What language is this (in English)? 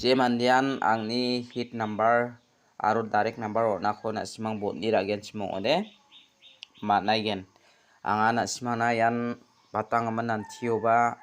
Garo